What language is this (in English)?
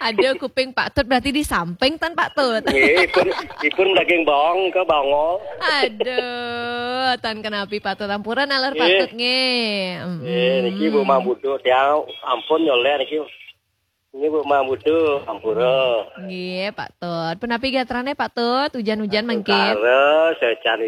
Balinese